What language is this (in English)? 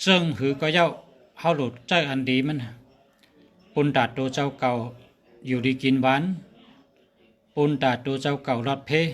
Shan